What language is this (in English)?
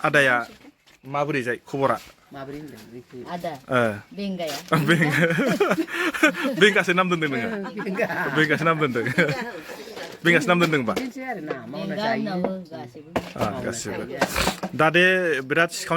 Bodo